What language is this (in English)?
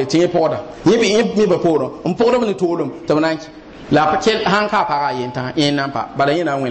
Mossi